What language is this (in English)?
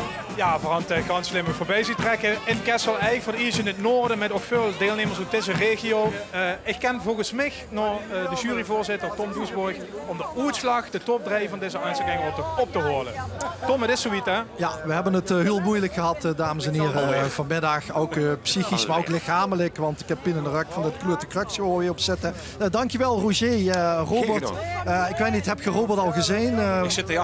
Limburgish